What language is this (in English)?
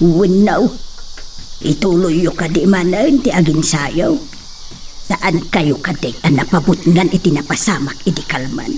Iloko